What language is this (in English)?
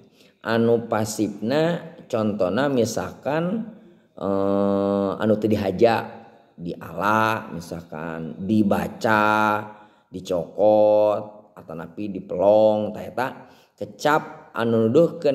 Sundanese